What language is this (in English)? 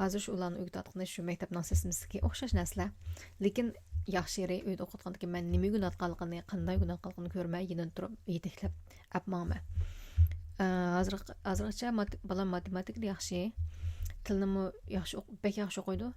Uyghur